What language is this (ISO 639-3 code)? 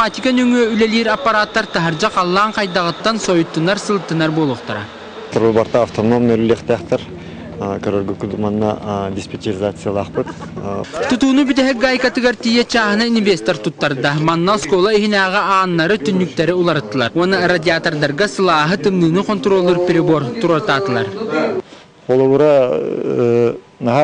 sah